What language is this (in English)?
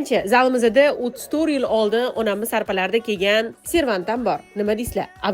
Uzbek